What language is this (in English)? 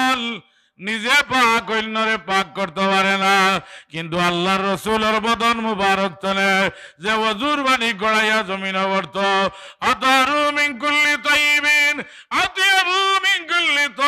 Sylheti